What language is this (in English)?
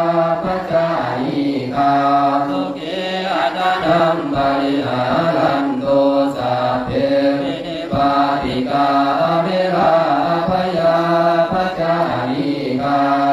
Pali